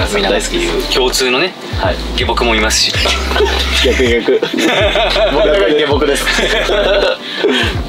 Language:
Japanese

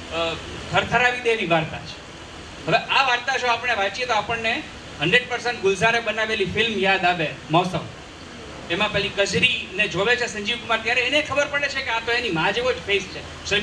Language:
Gujarati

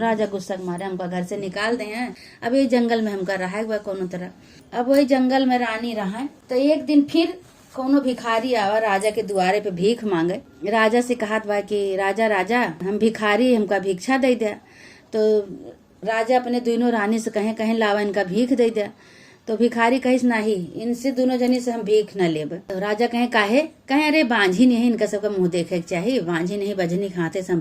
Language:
Awadhi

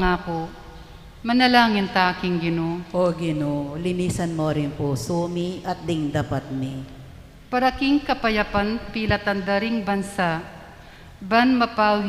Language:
Pampanga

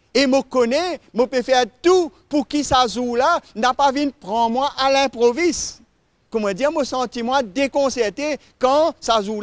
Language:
Morisyen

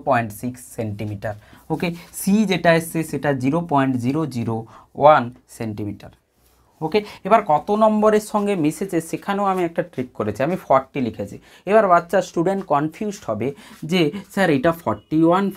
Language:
Bangla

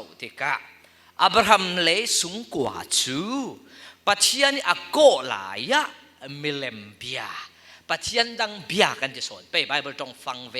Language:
Falam Chin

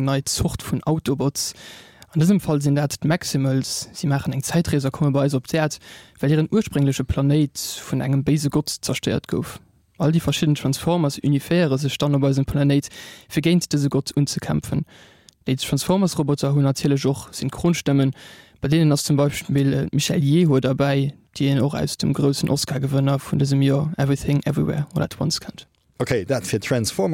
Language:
Luxembourgish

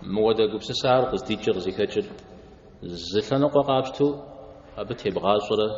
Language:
Kabardian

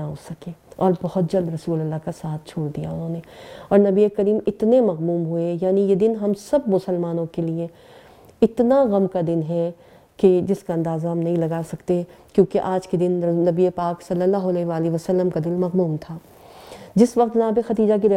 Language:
Urdu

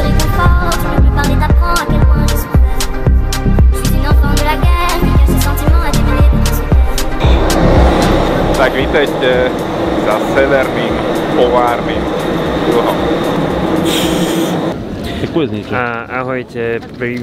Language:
Slovak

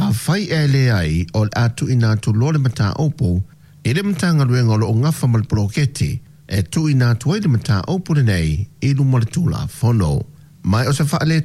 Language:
Samoan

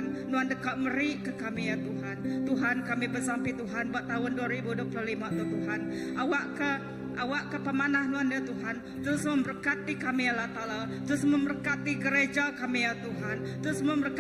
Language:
Iban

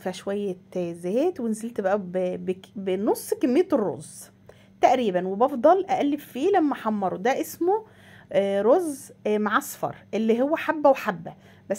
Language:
Egyptian Arabic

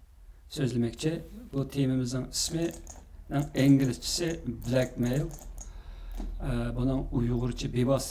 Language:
Uyghur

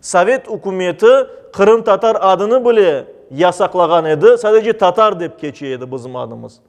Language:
Crimean Tatar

